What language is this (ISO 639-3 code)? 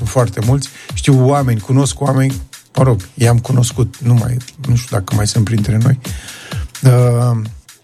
ron